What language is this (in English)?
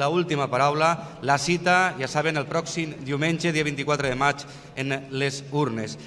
Catalan